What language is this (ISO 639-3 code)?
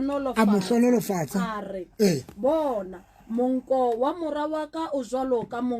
sot